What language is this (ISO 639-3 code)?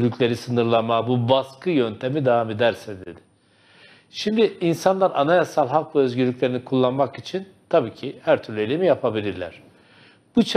tur